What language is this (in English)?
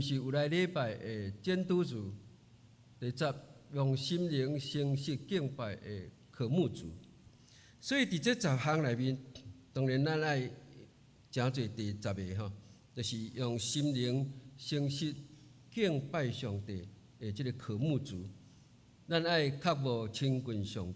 Min Nan Chinese